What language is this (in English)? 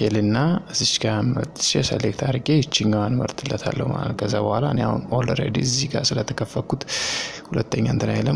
Amharic